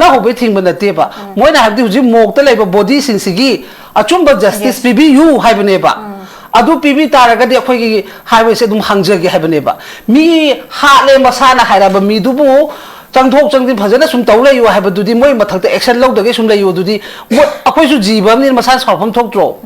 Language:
Manipuri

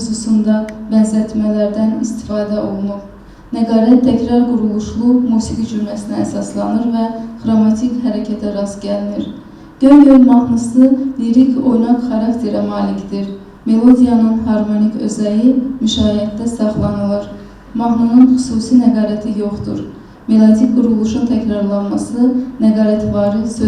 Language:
Azerbaijani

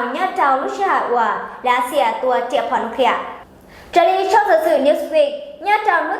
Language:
Hmong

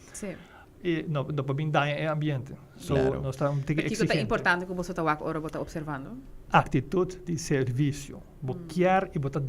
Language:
Papiamento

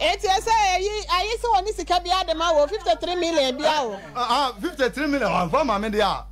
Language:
Akan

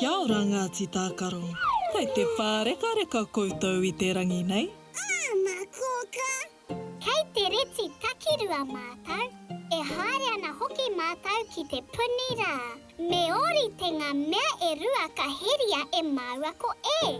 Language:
Māori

